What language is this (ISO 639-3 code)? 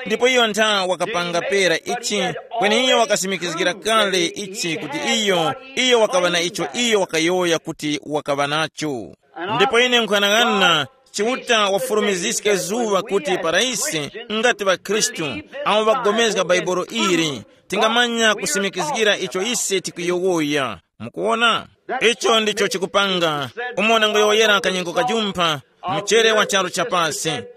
tum